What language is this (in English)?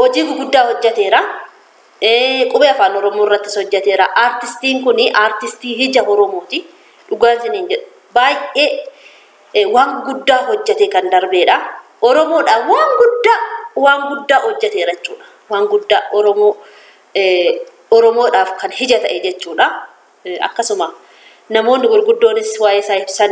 Oromo